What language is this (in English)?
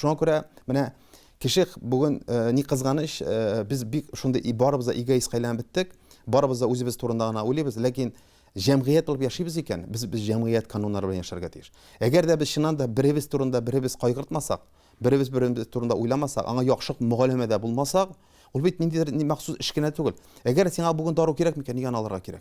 Tatar